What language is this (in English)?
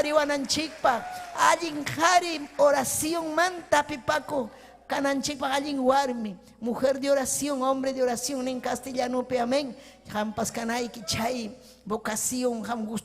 Ayacucho Quechua